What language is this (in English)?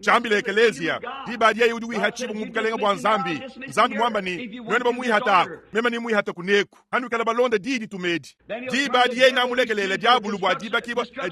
Luba-Lulua